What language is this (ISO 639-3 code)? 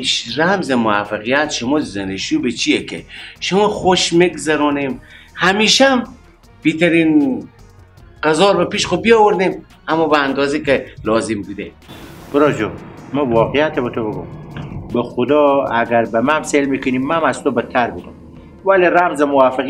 fas